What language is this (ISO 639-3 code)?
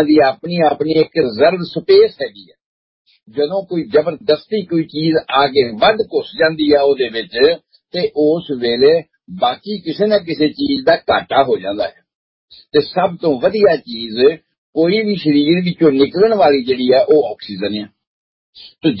pan